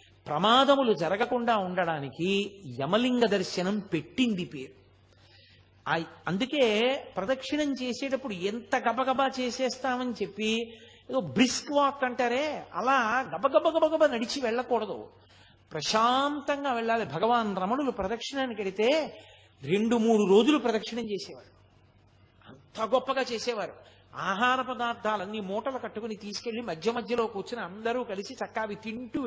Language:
Telugu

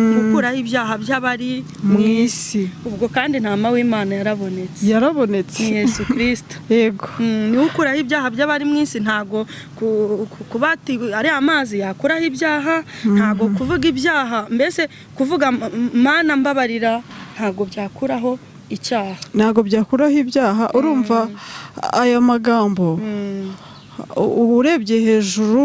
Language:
Kinyarwanda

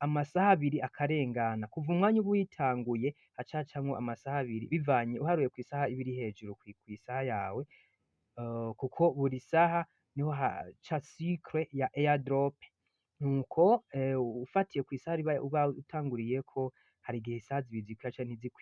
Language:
Rundi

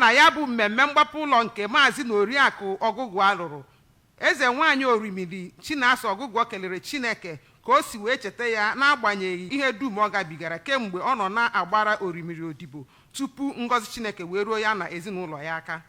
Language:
Igbo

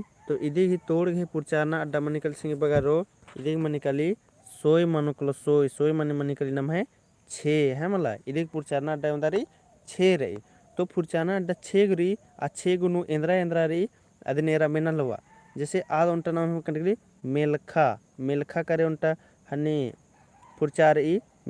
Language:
Kurukh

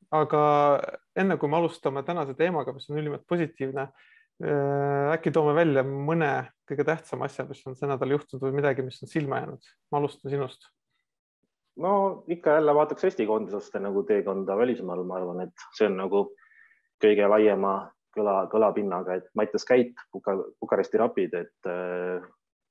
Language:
Estonian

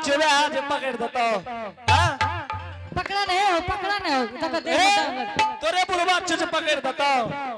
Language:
Angika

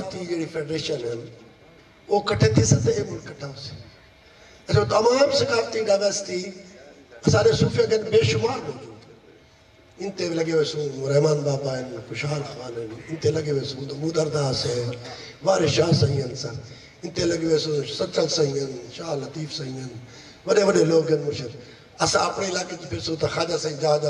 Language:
Saraiki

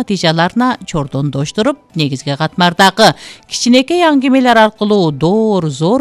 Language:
Kyrgyz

